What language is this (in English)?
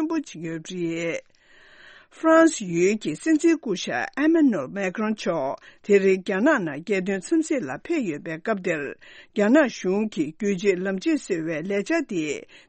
Tibetan